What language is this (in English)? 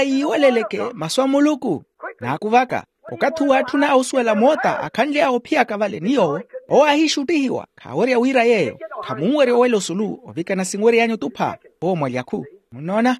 Makhuwa